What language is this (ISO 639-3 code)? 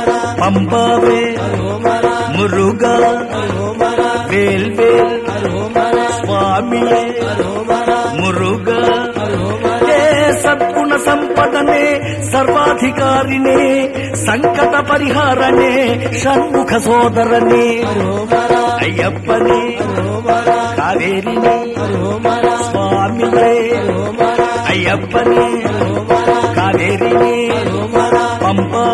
tel